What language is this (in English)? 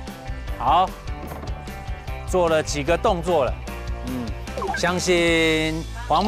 Chinese